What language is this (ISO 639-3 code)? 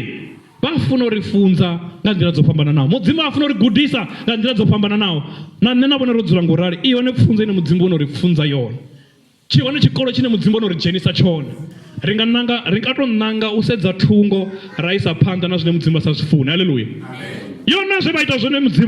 ven